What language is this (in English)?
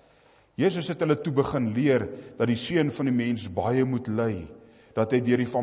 Afrikaans